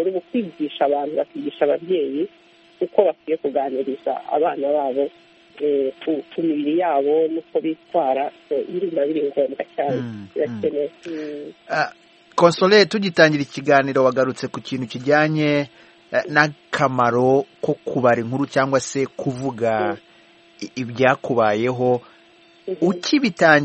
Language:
Kinyarwanda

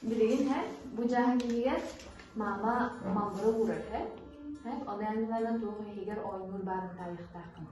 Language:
Yakut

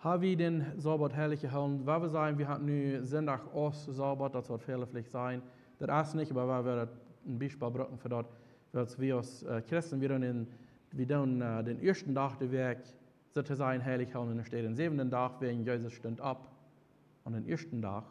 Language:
Plautdietsch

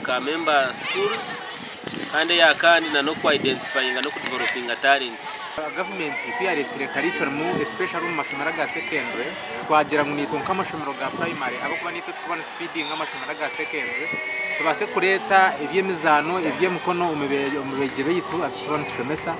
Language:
Nyankole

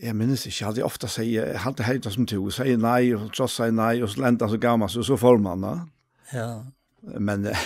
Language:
Faroese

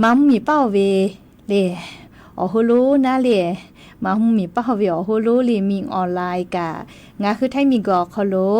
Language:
Lahu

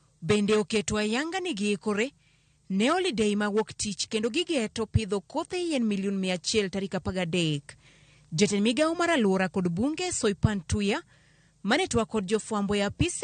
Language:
Luo (Kenya and Tanzania)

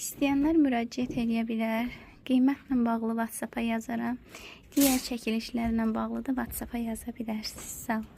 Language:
Azerbaijani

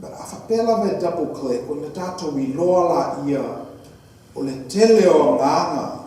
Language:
Samoan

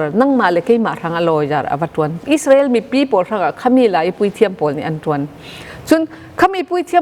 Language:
Falam Chin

